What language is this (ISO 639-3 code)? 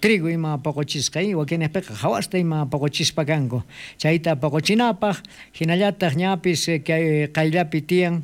quh